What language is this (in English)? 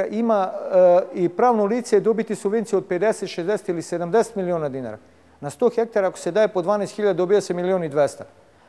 Serbian